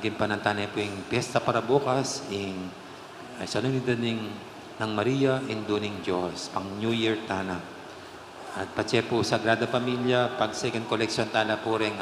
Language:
Pampanga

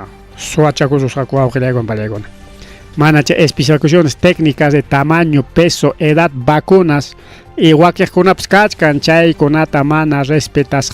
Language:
Ayacucho Quechua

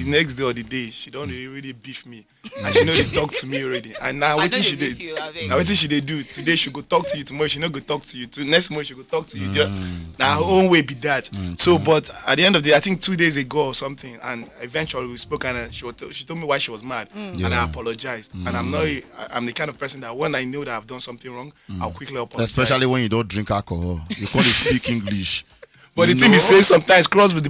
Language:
Nigerian Pidgin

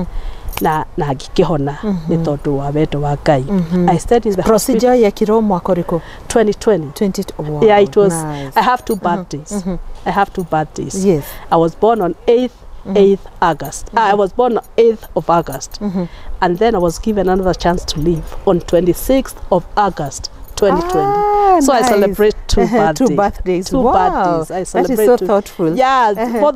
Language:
Kikuyu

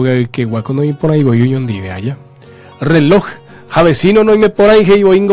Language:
Guarani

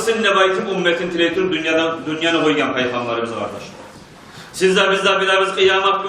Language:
Kumyk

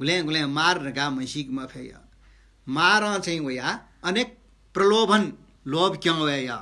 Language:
Newari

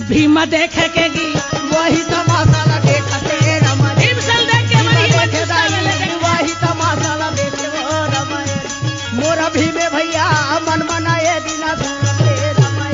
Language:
Chhattisgarhi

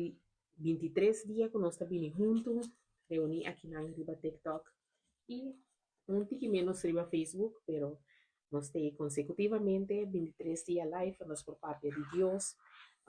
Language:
Papiamento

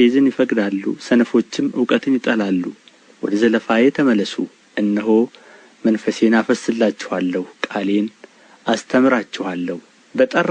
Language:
Amharic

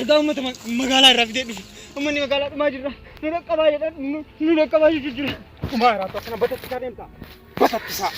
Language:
Oromo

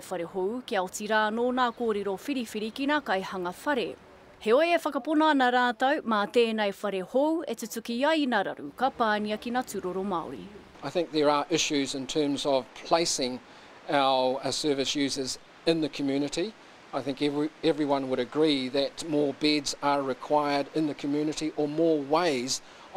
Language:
Māori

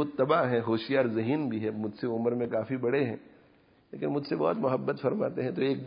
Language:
Urdu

